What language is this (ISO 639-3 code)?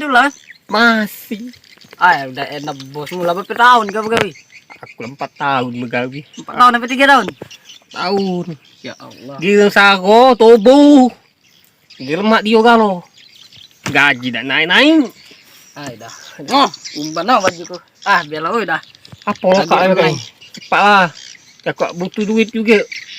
mui